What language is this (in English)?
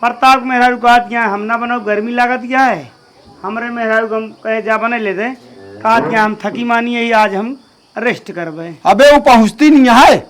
Awadhi